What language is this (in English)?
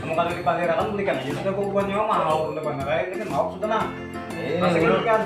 Banjar